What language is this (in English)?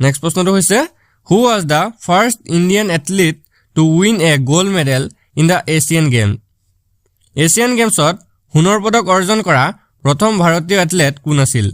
Assamese